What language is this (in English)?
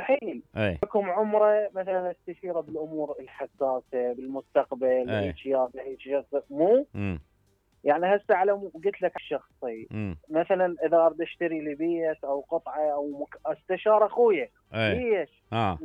Mesopotamian Arabic